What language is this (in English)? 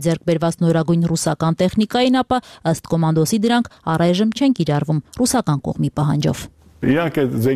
Armenian